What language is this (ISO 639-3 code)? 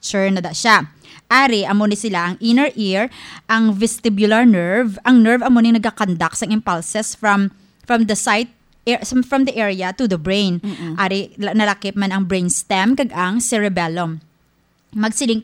hil